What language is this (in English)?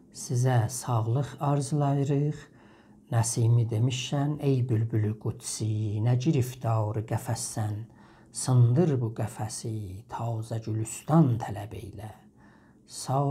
South Azerbaijani